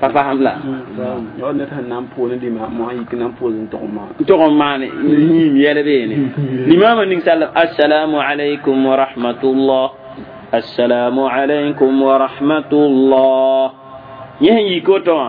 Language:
Mossi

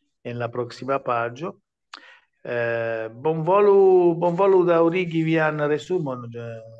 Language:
Esperanto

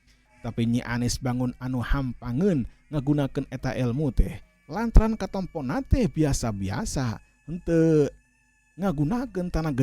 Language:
Sundanese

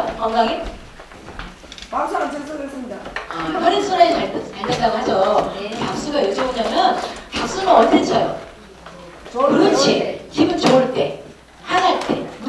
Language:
Korean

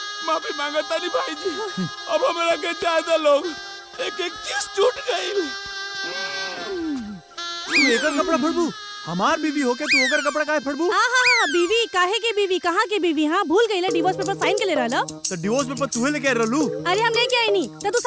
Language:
Bhojpuri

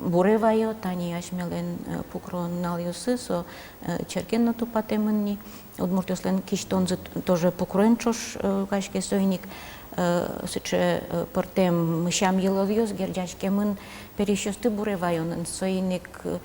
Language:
Udmurt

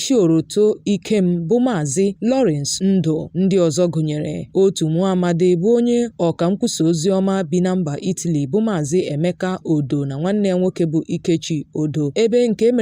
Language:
Igbo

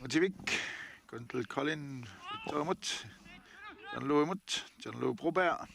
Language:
Kalaallisut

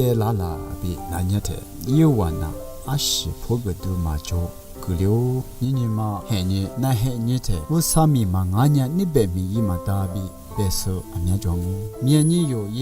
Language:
Lisu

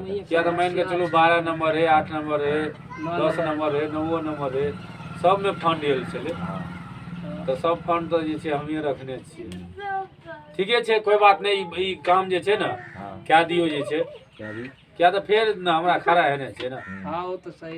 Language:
Maithili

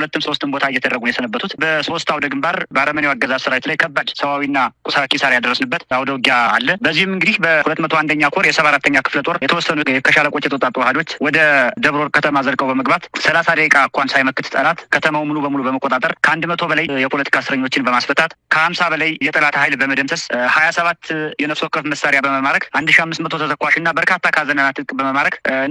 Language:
Amharic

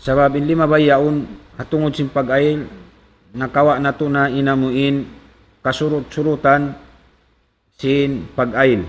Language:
Tausug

